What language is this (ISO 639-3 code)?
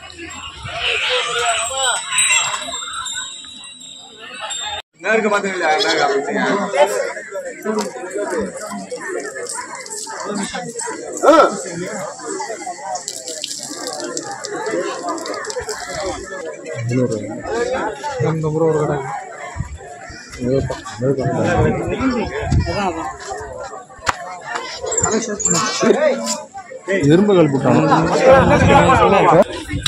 tam